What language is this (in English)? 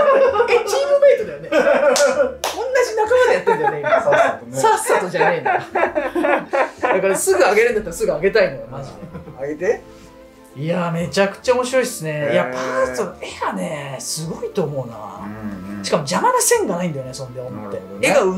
Japanese